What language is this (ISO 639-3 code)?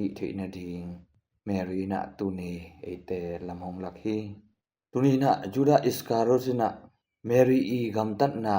ctd